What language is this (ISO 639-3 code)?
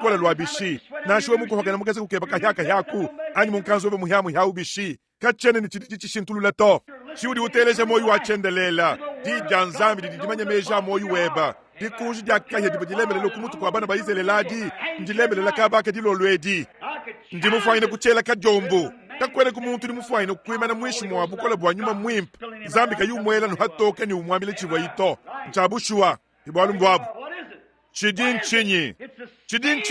lua